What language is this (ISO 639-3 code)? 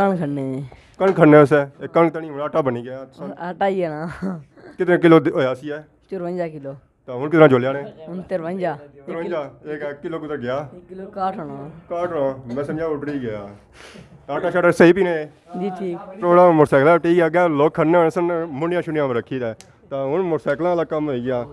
phr